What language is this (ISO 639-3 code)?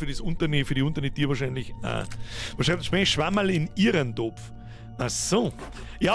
bar